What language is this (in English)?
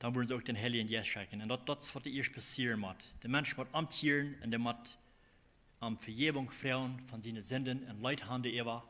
Plautdietsch